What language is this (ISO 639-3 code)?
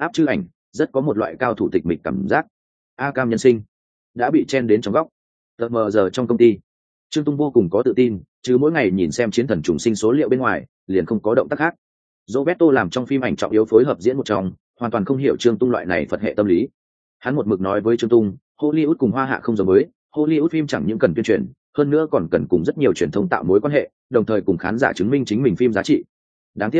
vie